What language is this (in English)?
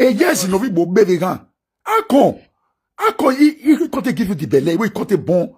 Nigerian Pidgin